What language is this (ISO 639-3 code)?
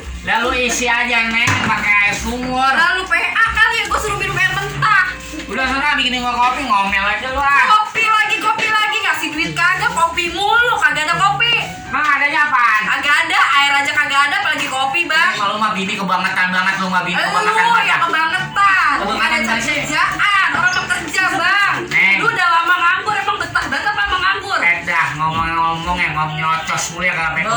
bew